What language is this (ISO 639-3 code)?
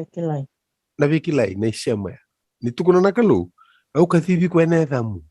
fij